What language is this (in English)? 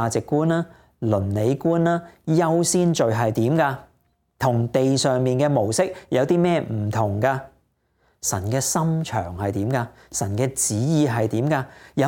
Cantonese